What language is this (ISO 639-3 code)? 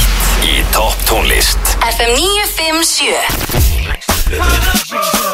isl